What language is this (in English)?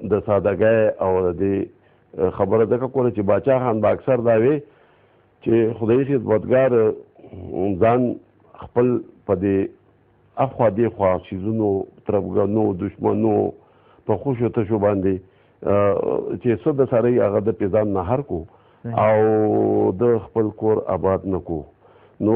Pashto